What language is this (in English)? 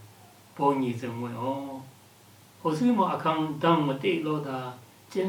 Lashi